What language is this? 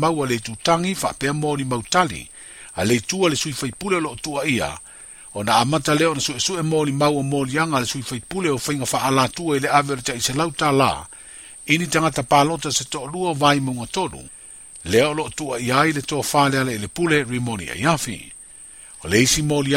Samoan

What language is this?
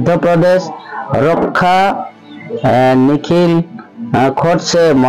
Santali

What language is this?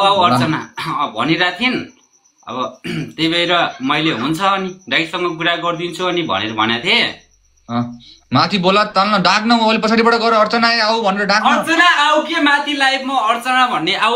Nepali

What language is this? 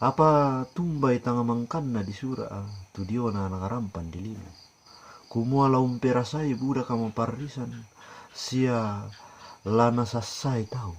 Toraja-Sa'dan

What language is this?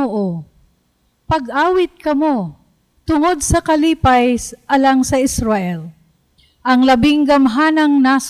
Cebuano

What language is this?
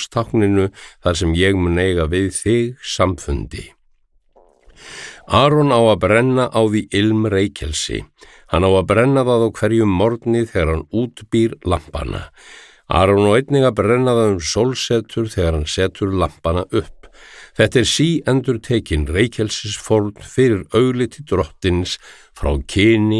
Icelandic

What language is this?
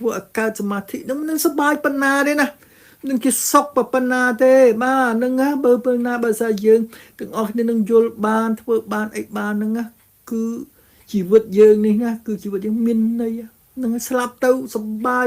Khmer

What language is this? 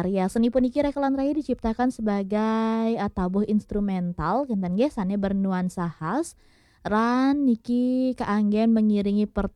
Balinese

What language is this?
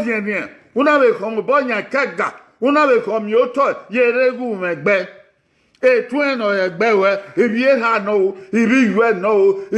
Bini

